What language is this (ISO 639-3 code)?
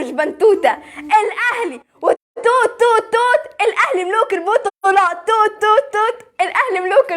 arz